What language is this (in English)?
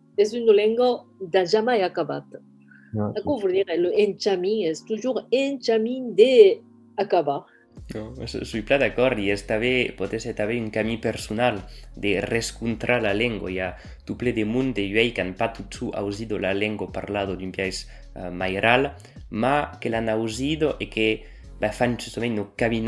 Occitan